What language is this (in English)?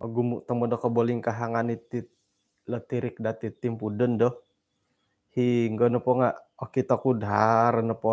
Central Dusun